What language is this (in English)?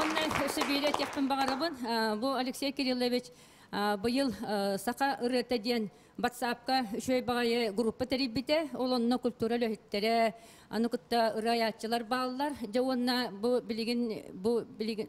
Yakut